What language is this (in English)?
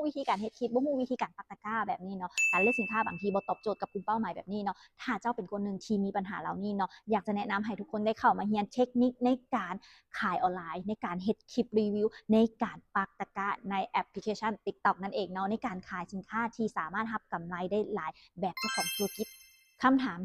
Lao